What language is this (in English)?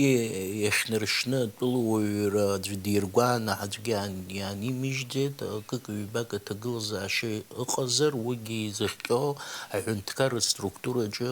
Abkhazian